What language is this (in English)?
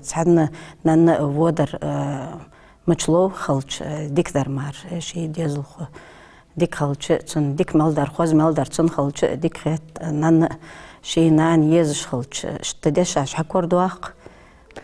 Ingush